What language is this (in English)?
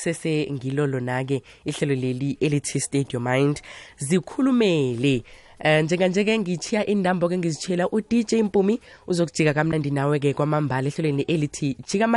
South Ndebele